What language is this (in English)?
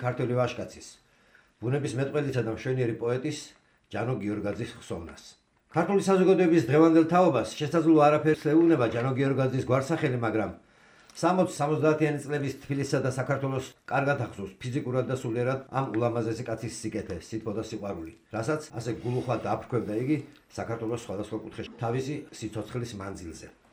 Georgian